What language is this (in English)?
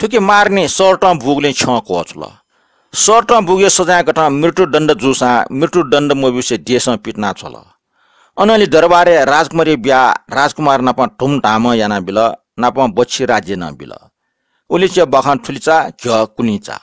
Newari